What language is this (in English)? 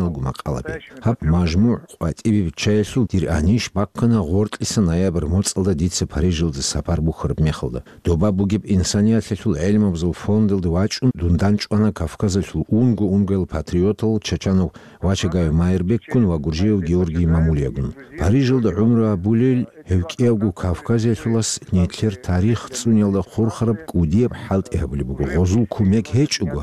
Avaric